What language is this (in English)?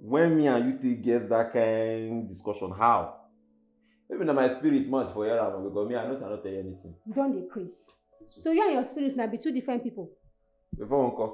Nigerian Pidgin